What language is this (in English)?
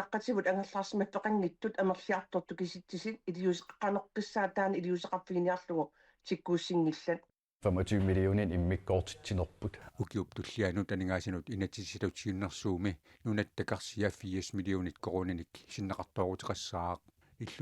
Kalaallisut